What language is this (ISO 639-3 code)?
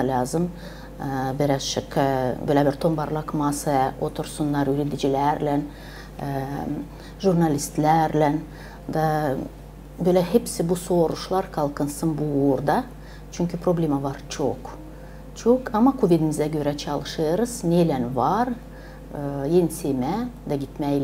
gag